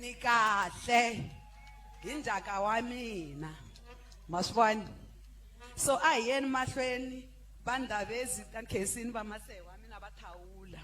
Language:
Tsonga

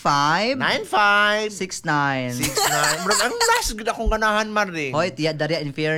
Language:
Cebuano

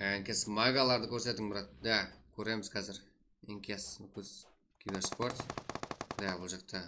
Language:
Kara-Kalpak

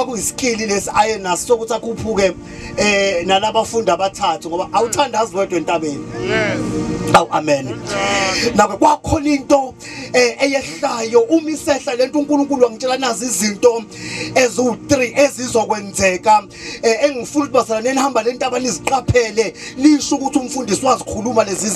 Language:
Zulu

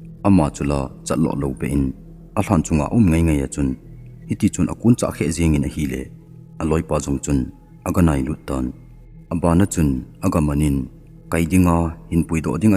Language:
Thado Chin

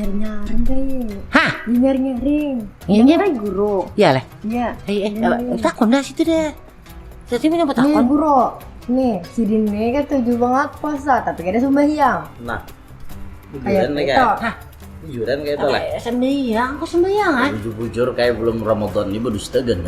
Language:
Banjar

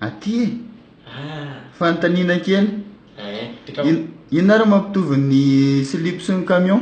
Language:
Malagasy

